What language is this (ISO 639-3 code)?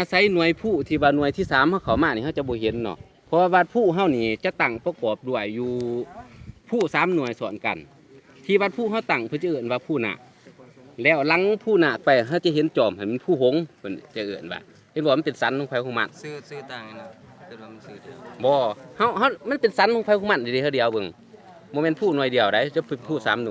lao